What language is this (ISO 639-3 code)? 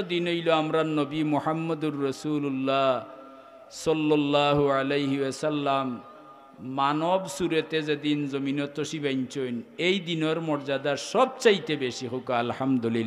syl